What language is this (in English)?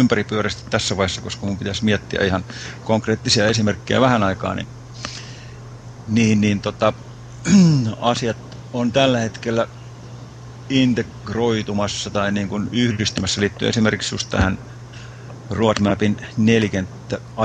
Finnish